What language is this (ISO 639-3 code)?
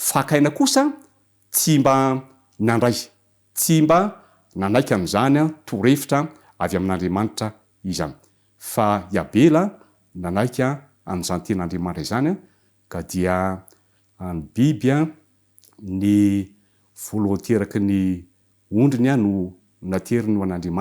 mlg